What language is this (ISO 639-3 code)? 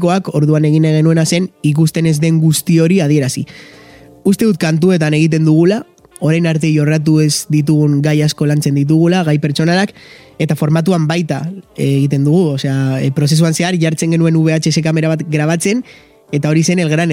eus